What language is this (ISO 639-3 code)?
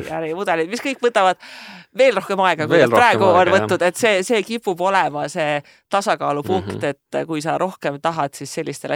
est